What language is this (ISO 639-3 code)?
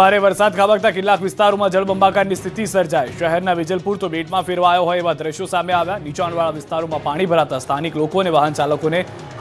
guj